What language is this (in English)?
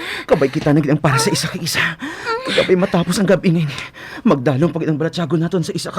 Hiligaynon